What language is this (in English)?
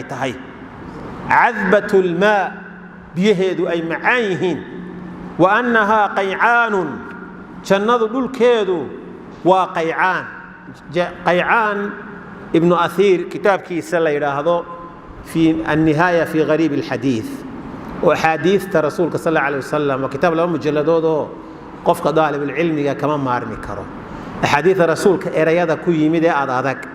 Somali